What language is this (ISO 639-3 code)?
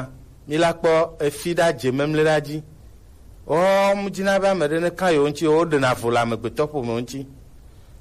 gej